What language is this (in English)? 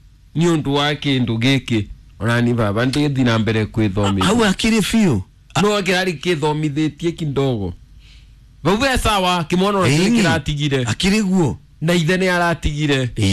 Kikuyu